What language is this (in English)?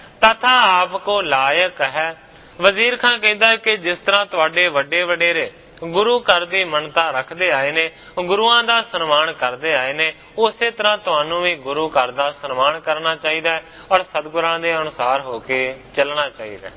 Punjabi